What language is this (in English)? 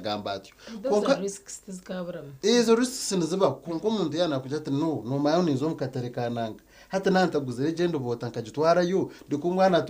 Nyankole